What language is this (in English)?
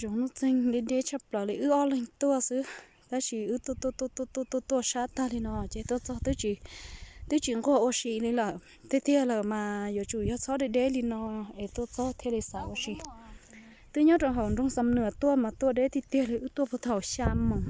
Hmong